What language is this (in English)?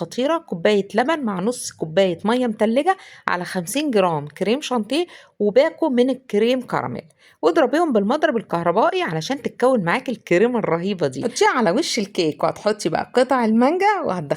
Egyptian Arabic